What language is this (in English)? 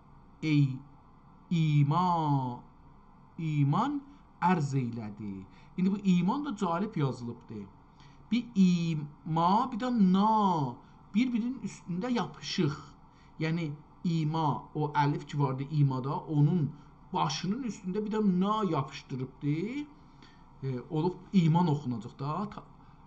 South Azerbaijani